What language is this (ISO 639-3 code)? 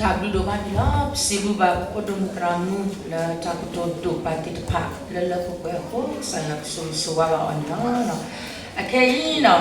ksw